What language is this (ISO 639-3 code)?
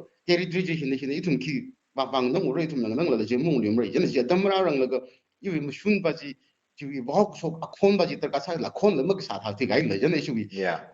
nmf